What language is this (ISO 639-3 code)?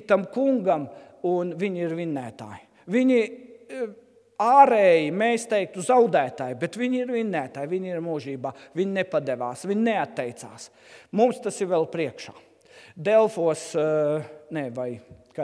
lav